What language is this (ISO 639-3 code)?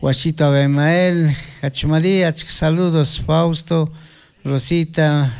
qug